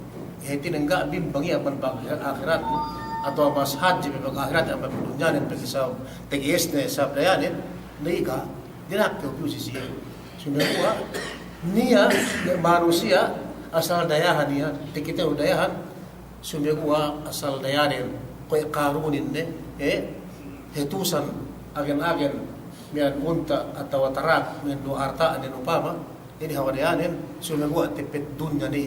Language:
Yakan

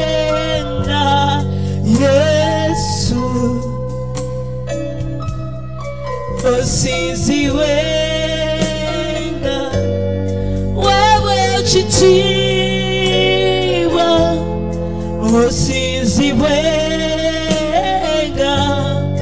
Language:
Ganda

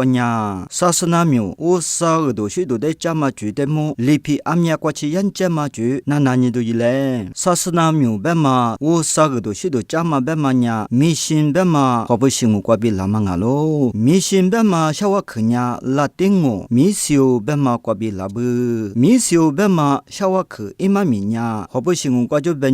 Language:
Lisu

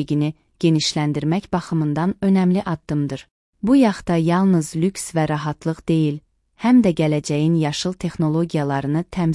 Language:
Azerbaijani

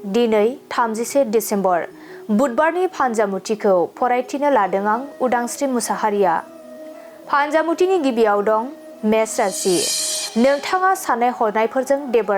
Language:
Bodo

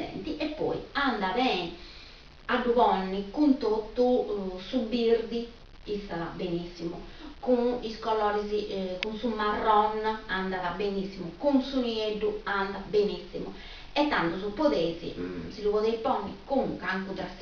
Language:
Sardinian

